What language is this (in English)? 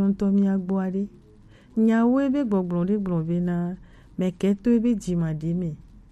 Gen